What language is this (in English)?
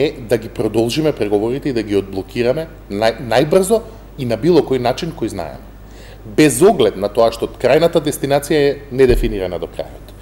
Macedonian